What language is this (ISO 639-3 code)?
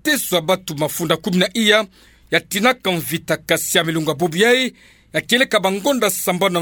ktu